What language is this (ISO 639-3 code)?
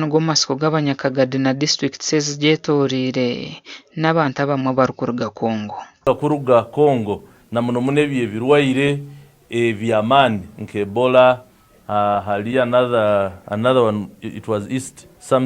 nyn